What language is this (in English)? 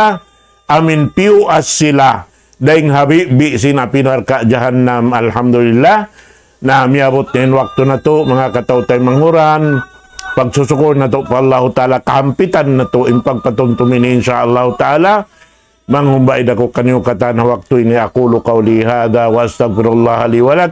Tausug